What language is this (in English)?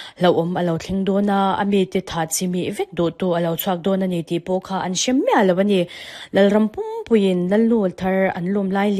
Mizo